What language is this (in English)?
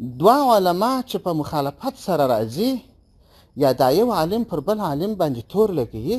Pashto